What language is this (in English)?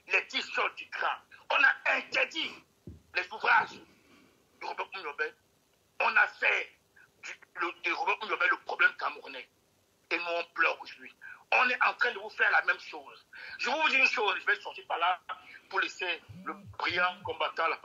French